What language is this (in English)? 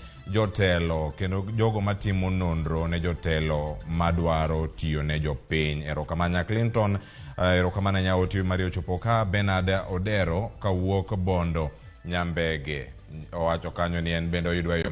Luo (Kenya and Tanzania)